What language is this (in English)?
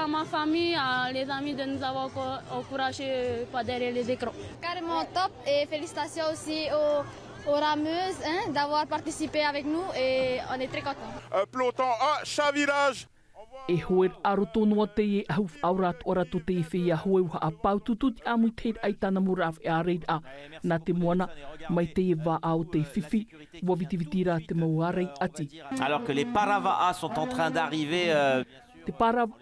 Tahitian